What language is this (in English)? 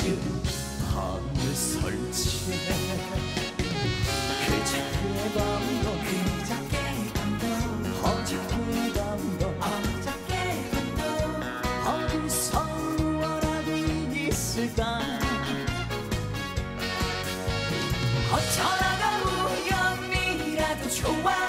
Korean